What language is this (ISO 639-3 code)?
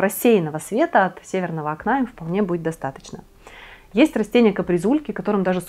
rus